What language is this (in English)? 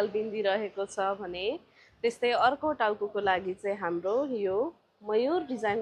Nepali